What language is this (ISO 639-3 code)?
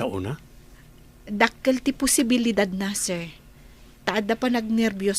ilo